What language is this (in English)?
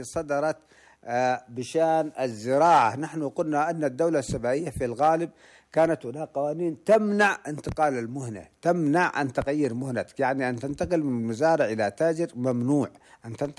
Arabic